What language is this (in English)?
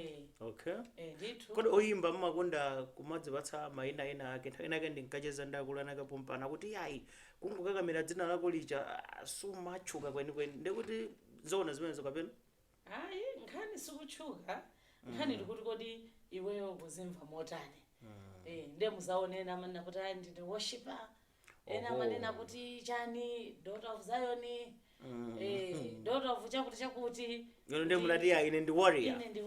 Nyanja